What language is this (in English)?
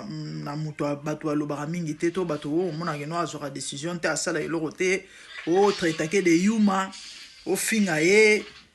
Lingala